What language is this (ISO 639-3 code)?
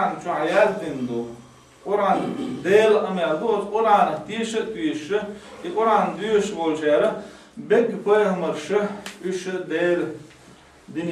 che